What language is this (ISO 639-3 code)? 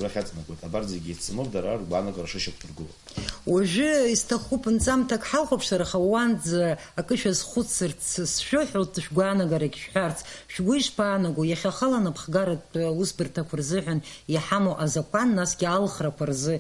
abk